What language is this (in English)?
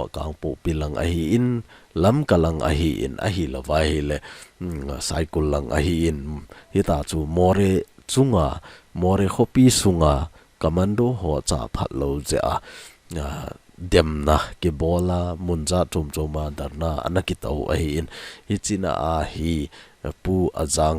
Thado Chin